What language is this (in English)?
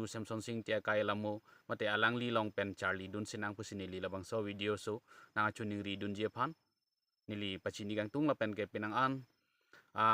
Karbi